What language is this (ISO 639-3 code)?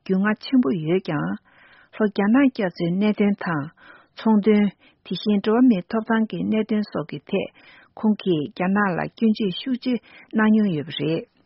bod